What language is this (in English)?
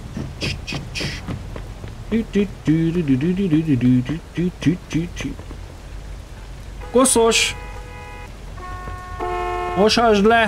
Hungarian